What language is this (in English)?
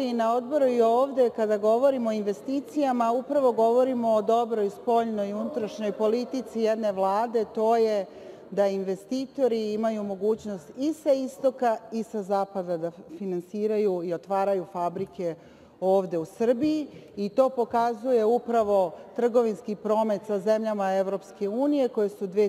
Serbian